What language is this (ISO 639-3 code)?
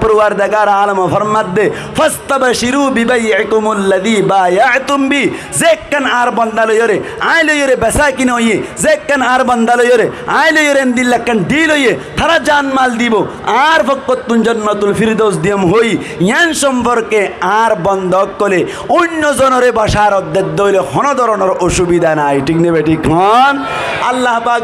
rhg